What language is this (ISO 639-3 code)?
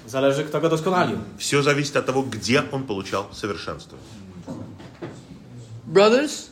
pol